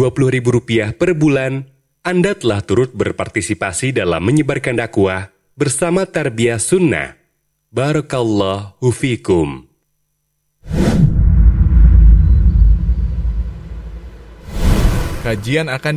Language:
Indonesian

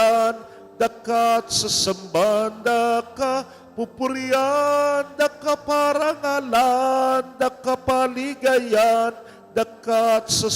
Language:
Pampanga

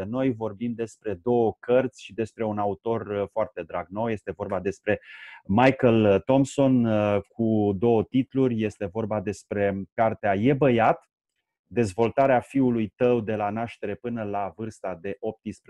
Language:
Romanian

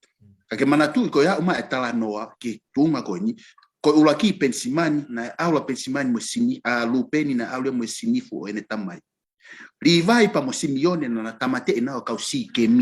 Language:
Tongan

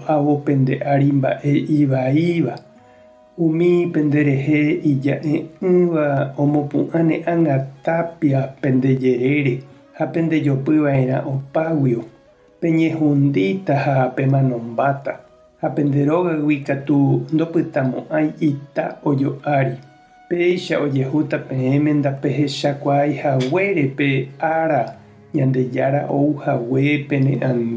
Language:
Guarani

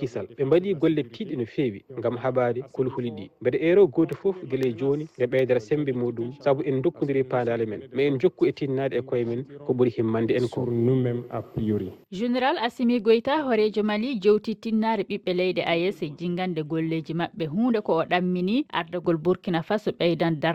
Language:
Fula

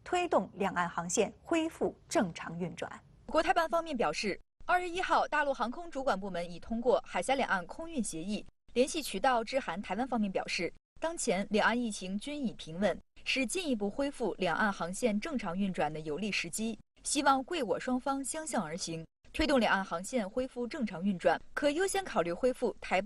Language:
Chinese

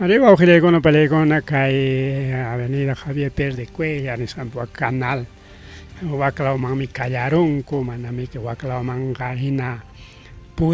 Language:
Ayacucho Quechua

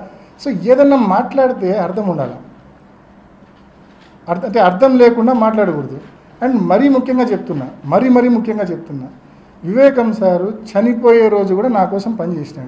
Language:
Telugu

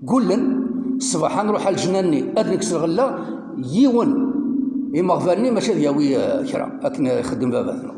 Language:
Kabyle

